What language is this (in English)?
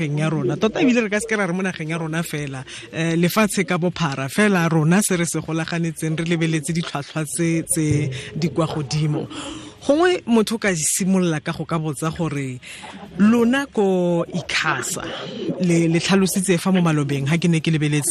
Tswana